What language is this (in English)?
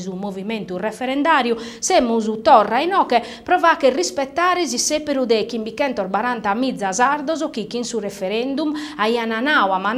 Sardinian